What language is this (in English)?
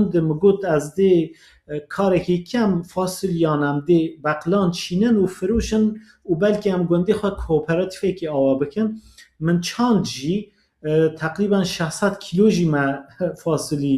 Kurdish